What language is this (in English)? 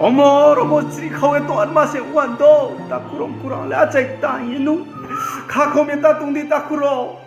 Riang (India)